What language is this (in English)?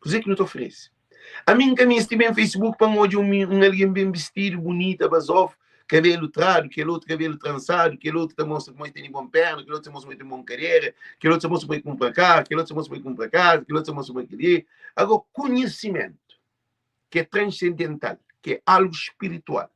Kabuverdianu